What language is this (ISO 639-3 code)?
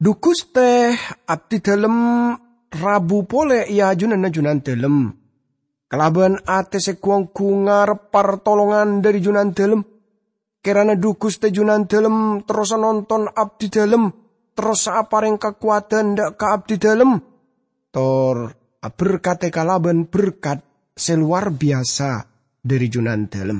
mad